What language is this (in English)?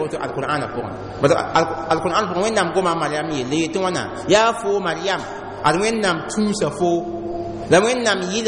Mossi